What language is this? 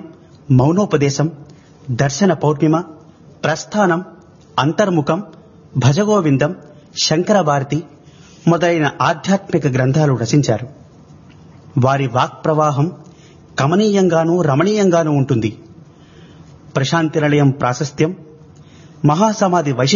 Telugu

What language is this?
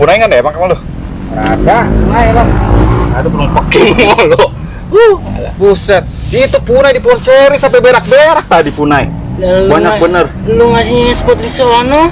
Betawi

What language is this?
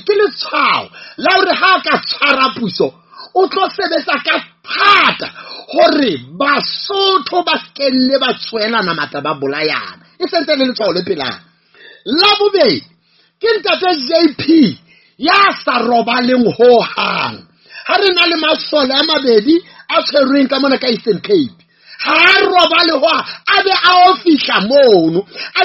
Southern Sotho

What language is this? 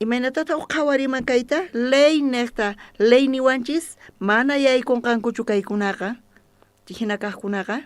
South Bolivian Quechua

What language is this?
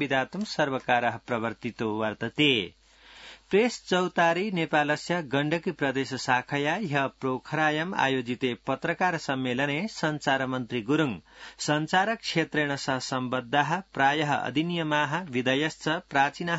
Sanskrit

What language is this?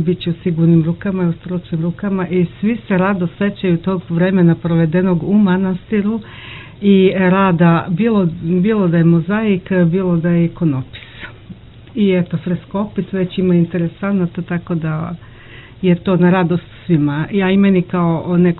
Serbian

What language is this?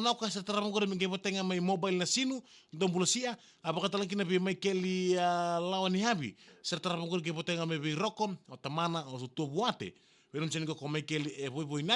Fijian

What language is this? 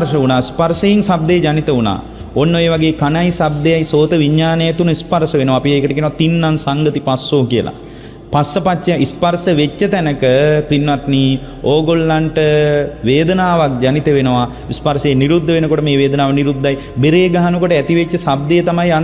Sinhala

